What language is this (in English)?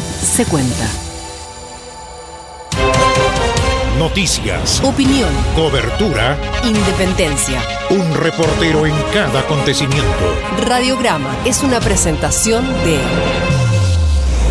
Spanish